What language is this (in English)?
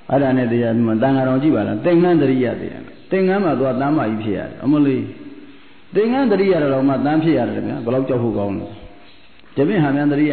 Burmese